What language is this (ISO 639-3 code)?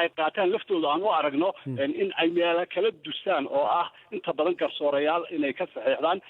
som